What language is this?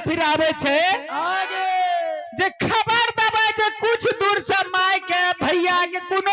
Maithili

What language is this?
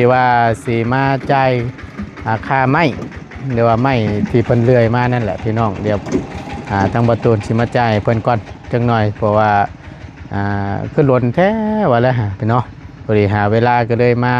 Northeastern Thai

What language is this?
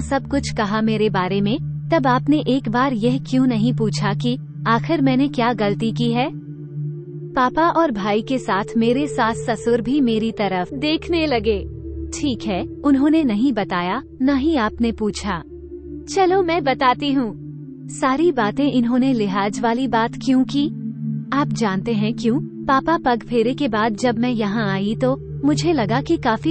Hindi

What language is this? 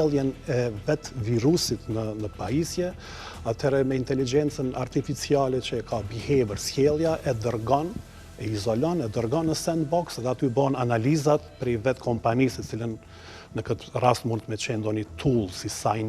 Albanian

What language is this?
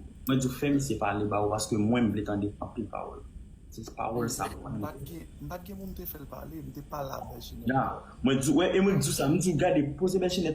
Haitian Creole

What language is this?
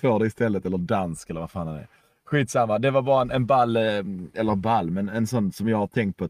Swedish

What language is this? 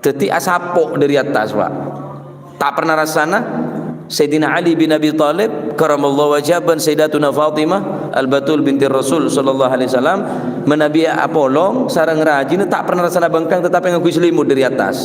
Madurese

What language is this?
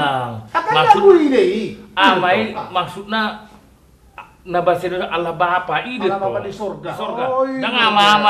Batak Toba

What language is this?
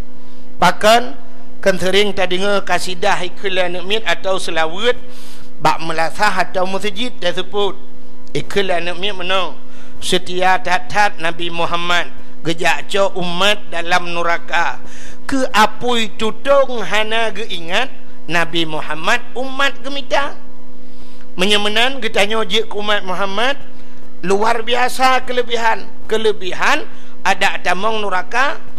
Achinese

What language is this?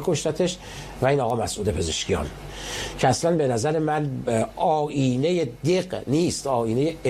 Persian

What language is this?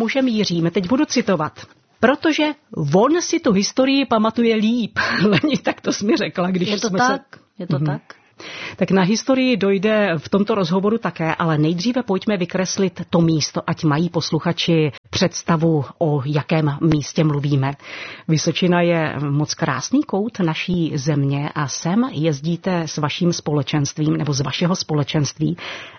Czech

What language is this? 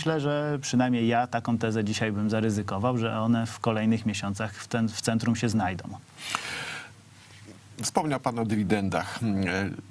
Polish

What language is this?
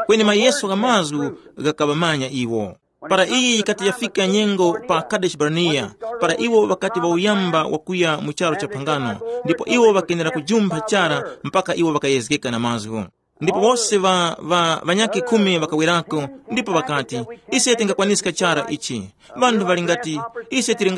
Tumbuka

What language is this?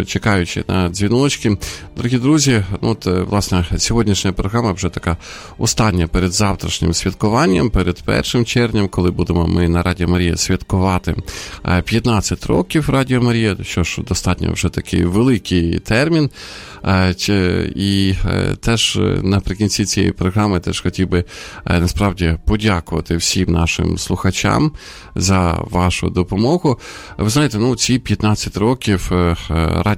Ukrainian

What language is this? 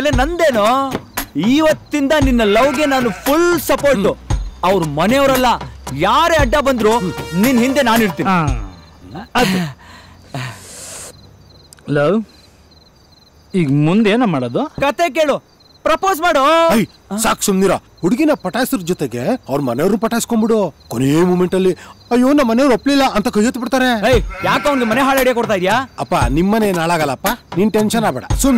Kannada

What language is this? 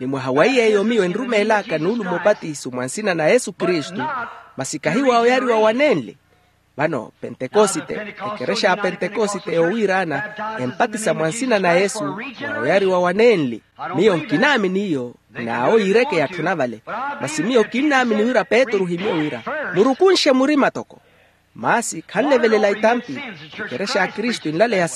Makhuwa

